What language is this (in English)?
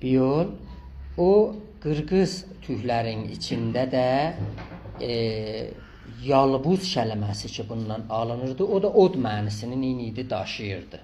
South Azerbaijani